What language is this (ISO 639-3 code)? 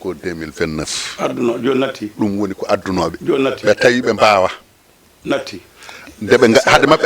ful